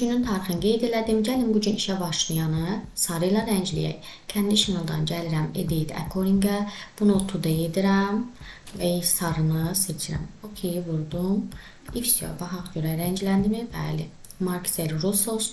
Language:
Azerbaijani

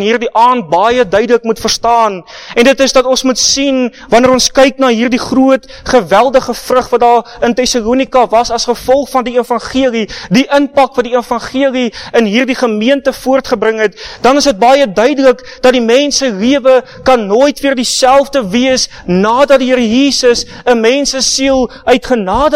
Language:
Afrikaans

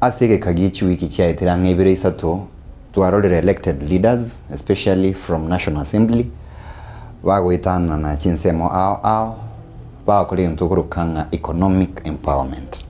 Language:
Gusii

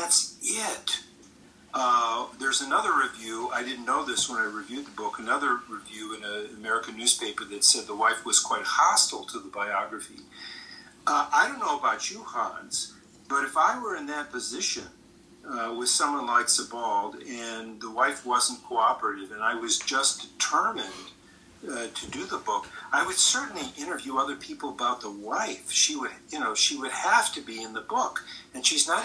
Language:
English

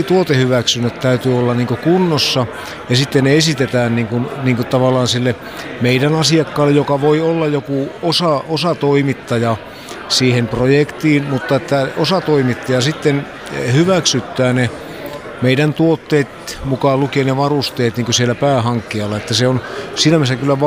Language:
Finnish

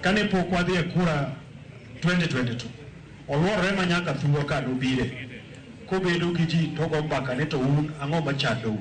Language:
Luo (Kenya and Tanzania)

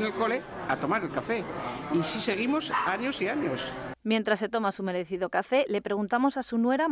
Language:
Spanish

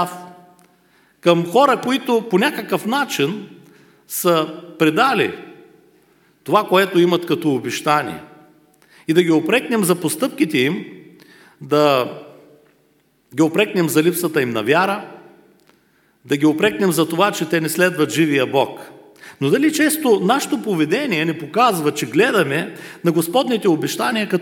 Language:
Bulgarian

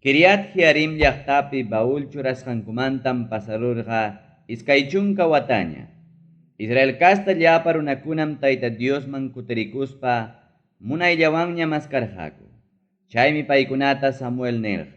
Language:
Ayacucho Quechua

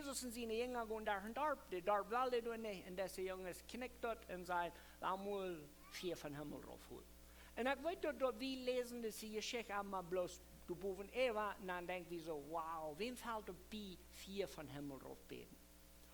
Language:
Plautdietsch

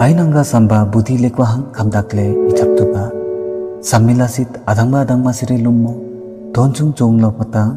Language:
Limbu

